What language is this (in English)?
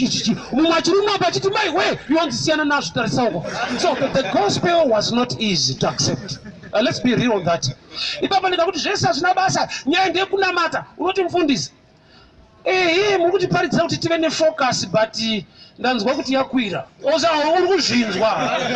Shona